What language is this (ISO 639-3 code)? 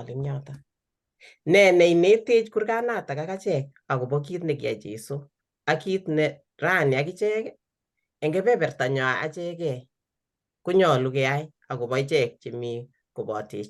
kln